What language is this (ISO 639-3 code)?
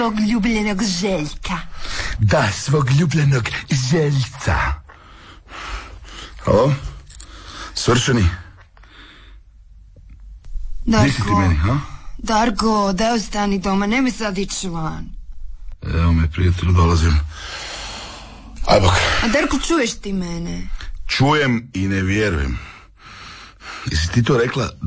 hrv